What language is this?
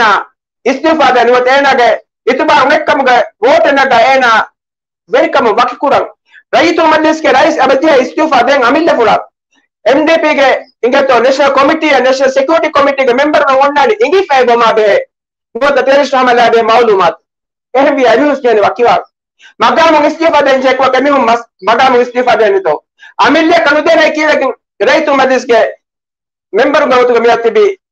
Divehi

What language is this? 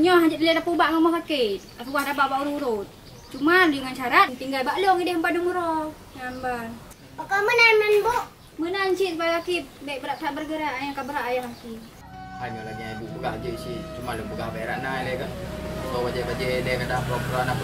Achinese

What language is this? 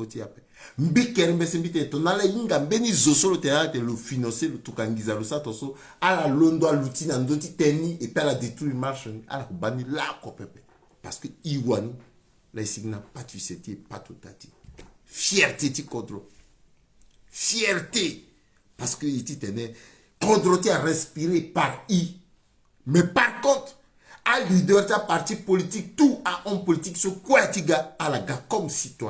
Sango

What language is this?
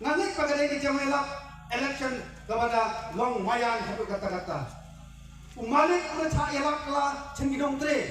Khasi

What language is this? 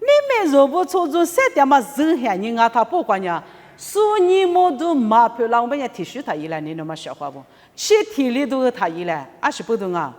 Lisu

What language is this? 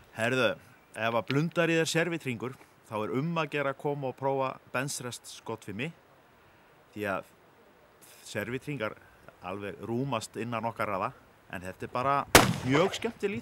Icelandic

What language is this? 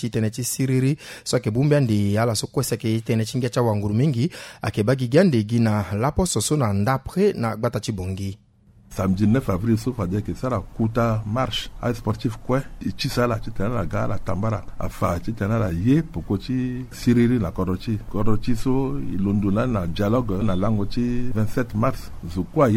Sango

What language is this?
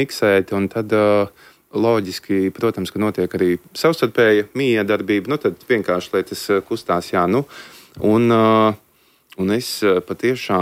Latvian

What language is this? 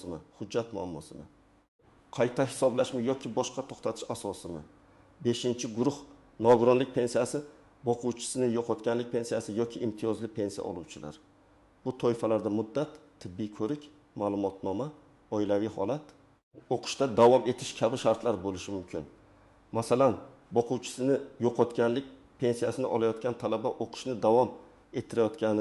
Uzbek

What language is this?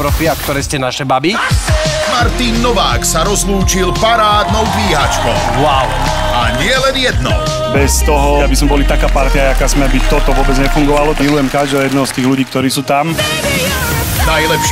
Slovak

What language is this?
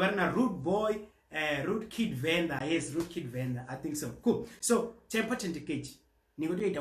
Venda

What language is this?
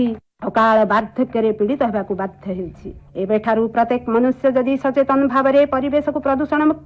Odia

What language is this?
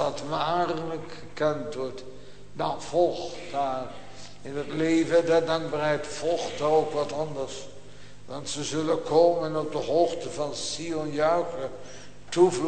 Dutch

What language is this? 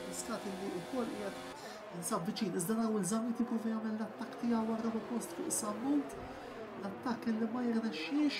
Maltese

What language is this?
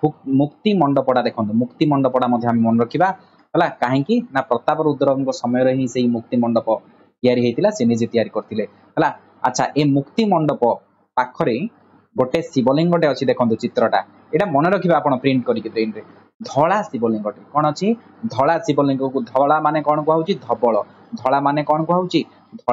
Odia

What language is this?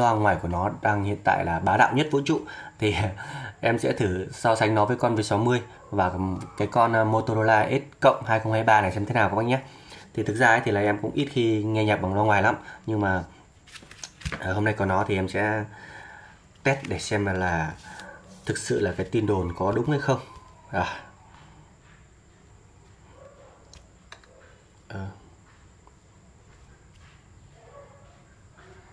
Vietnamese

